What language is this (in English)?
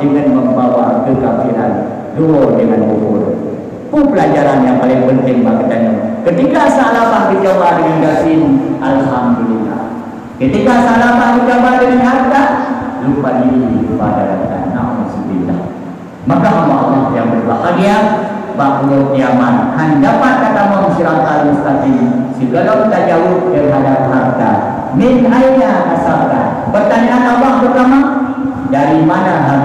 Achinese